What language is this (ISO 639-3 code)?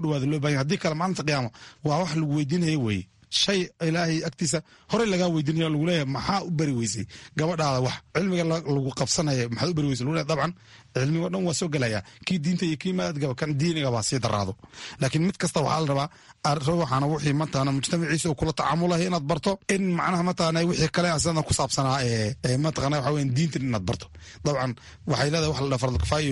som